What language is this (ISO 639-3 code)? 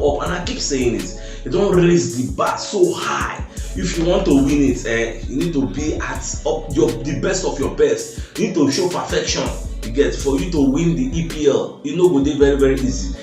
pcm